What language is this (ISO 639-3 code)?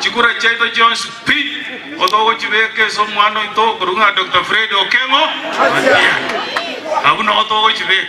guz